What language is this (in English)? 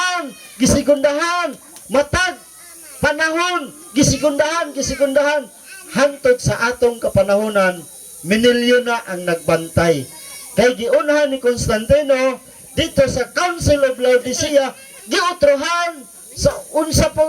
Cebuano